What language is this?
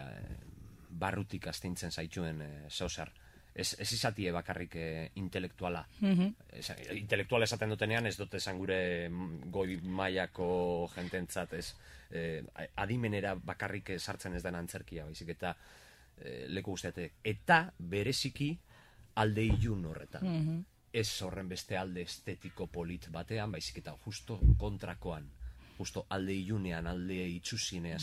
Basque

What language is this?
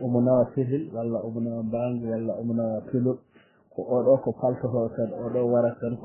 Fula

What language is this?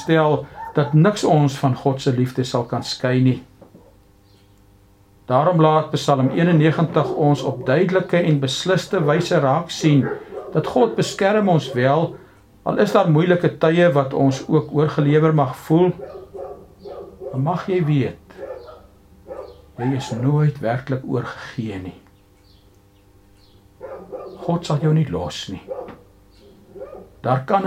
Afrikaans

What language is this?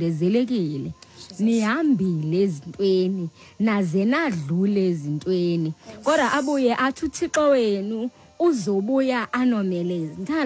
Xhosa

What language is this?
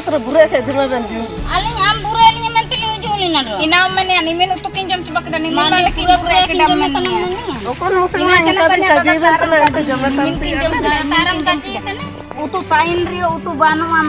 Ho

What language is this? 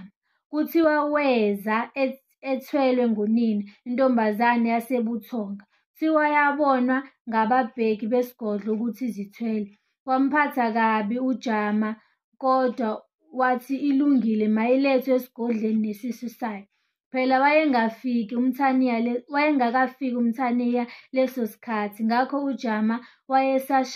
Zulu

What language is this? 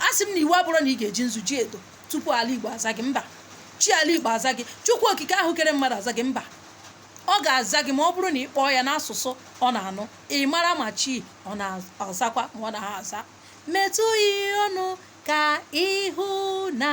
Igbo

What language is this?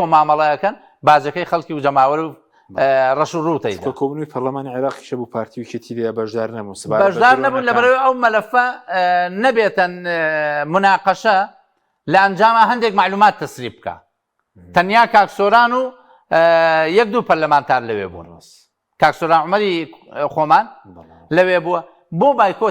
Central Kurdish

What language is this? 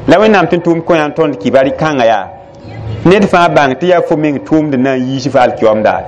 Mossi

